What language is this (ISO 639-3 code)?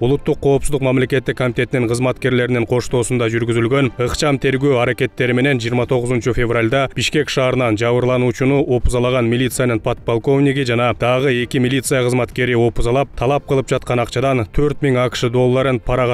kir